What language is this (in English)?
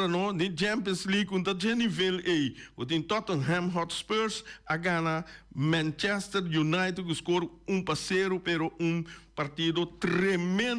Papiamento